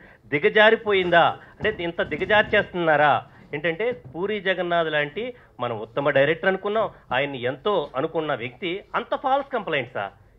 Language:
Telugu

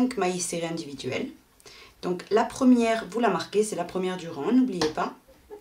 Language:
French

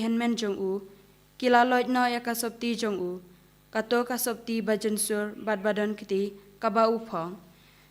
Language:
Khasi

